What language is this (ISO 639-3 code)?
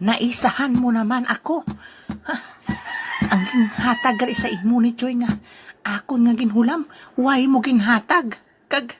hil